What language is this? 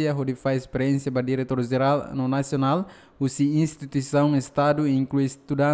Tetum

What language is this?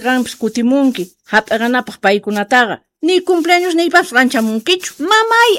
Quechua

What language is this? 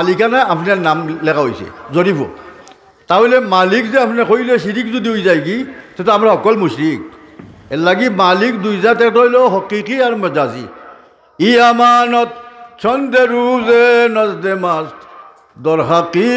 Sylheti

